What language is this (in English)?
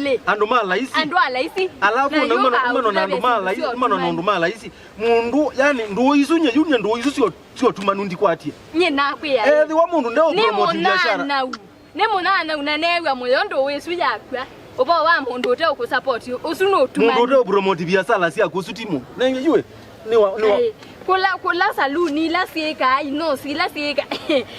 Kamba